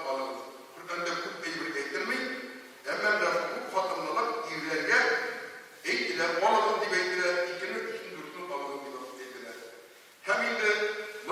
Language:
Tatar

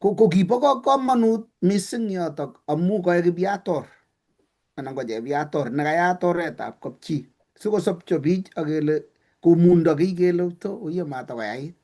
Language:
Kalenjin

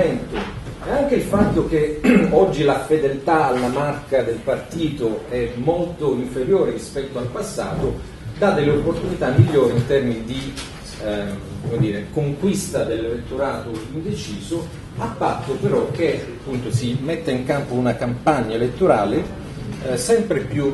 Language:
Italian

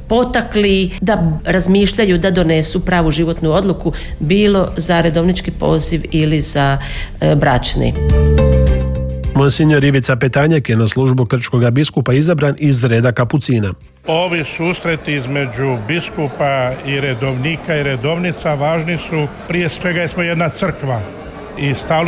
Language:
Croatian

